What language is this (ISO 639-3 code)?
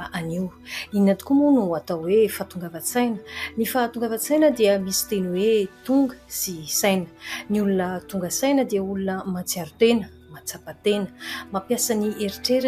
mlg